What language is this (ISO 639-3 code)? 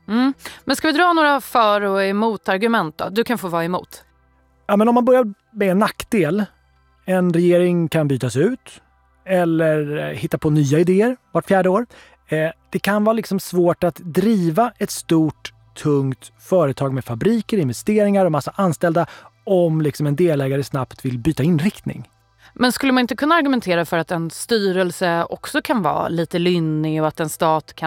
swe